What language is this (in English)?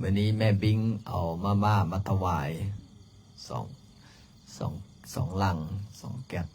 Lao